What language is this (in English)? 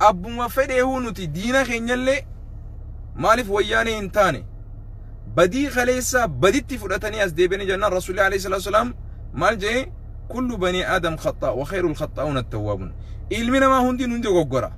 Oromo